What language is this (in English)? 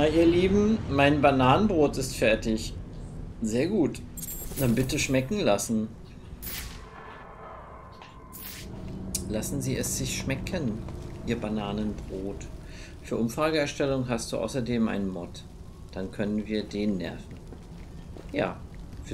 German